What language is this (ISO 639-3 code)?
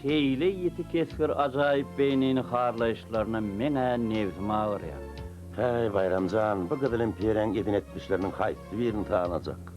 tuk